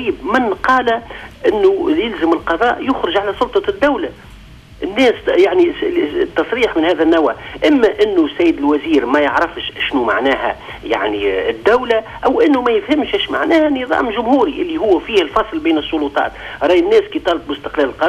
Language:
Tunisian Arabic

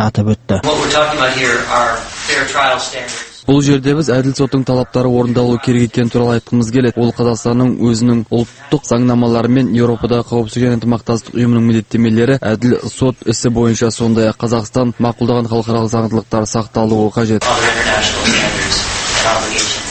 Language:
Kazakh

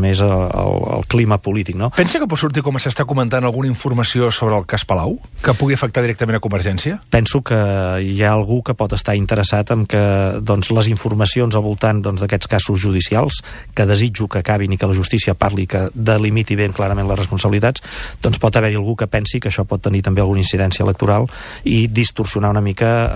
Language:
Catalan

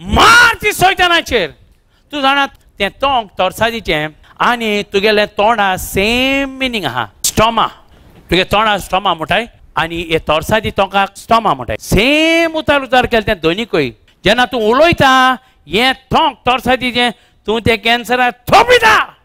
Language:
Konkani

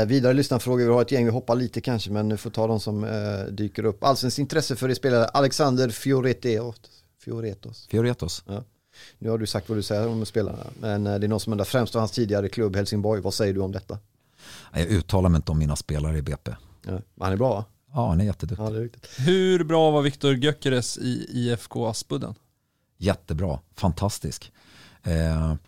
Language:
Swedish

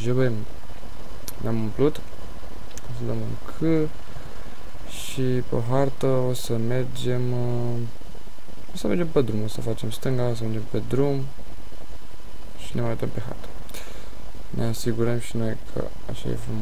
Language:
Romanian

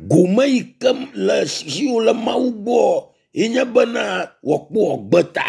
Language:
Ewe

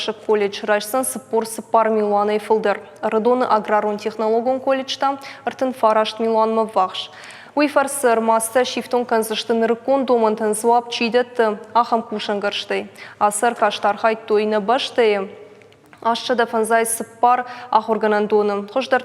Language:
Ossetic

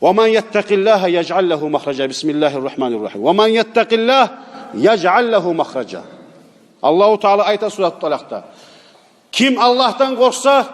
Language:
Kumyk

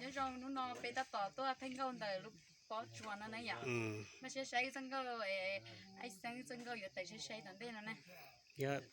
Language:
Hmong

